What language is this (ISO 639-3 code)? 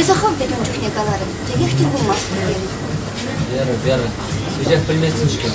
chv